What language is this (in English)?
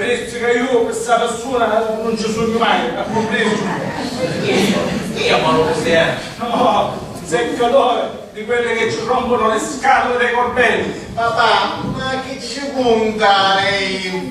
Sicilian